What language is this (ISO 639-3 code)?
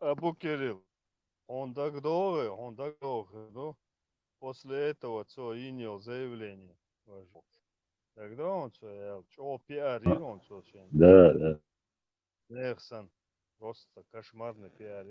che